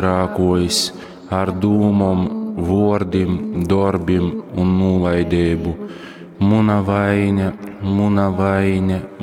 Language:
Latgalian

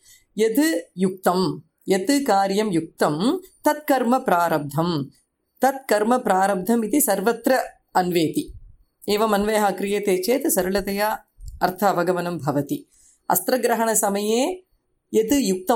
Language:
Sanskrit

